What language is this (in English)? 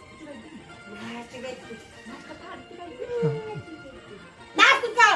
Yakut